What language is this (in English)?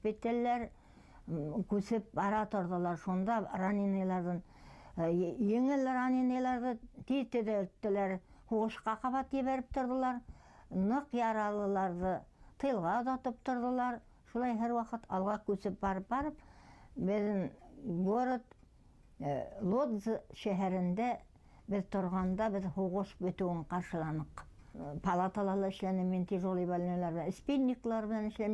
Bashkir